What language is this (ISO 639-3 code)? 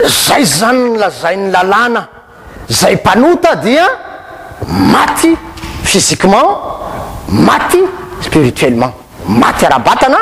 mlg